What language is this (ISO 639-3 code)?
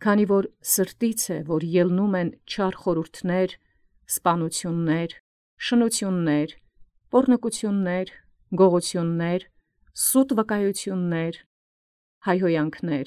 hye